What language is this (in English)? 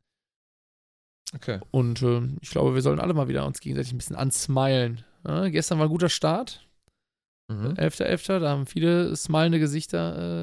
German